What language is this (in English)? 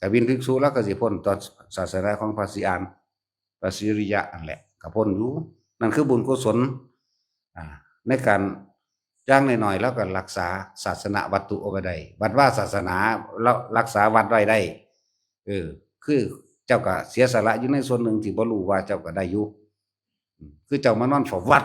Northeastern Thai